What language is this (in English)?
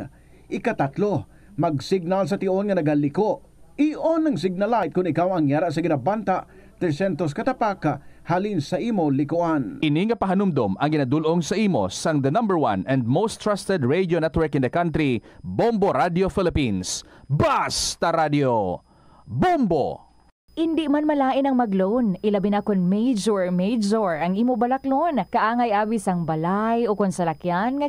Hiligaynon